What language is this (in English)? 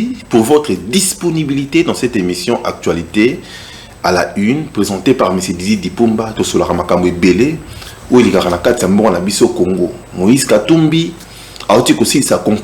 Lingala